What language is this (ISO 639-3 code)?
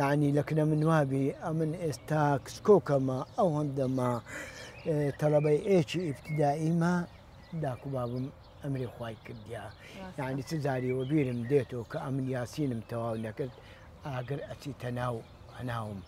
ckb